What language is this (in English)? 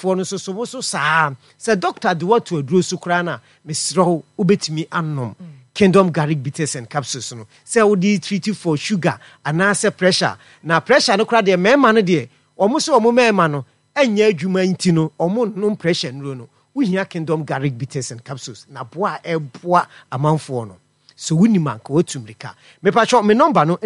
Akan